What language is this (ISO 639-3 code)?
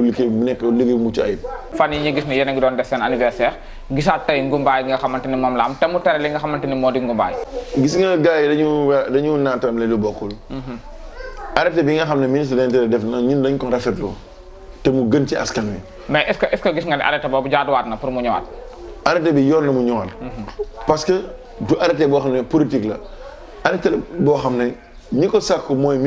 wol